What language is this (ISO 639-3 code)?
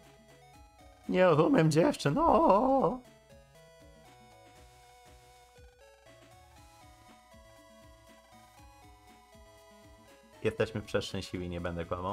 pol